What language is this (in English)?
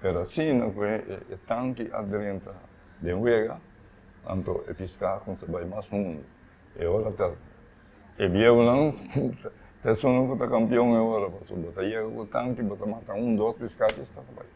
Papiamento